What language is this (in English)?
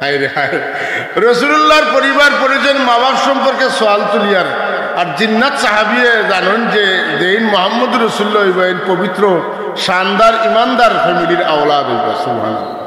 Sylheti